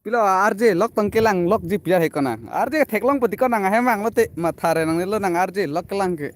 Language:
Karbi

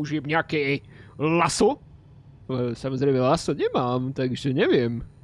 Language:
Slovak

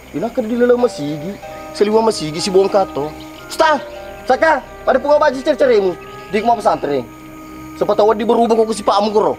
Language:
Buginese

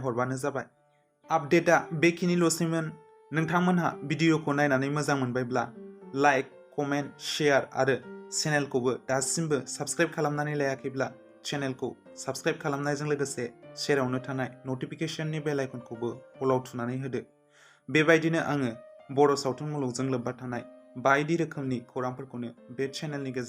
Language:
Bodo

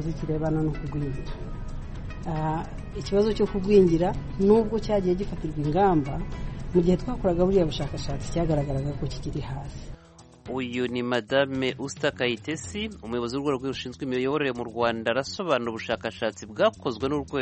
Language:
Kinyarwanda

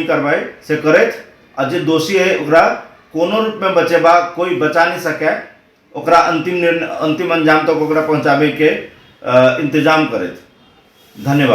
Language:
Maithili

